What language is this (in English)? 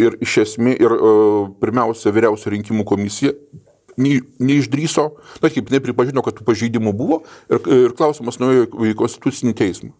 Lithuanian